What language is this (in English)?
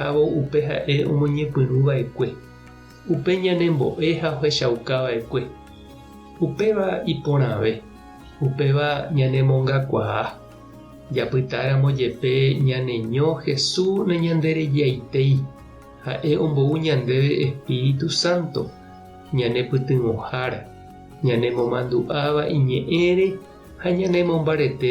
Guarani